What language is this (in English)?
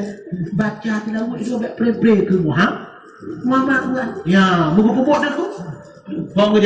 Achinese